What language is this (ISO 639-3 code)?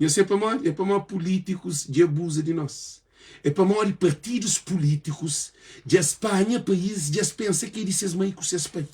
kea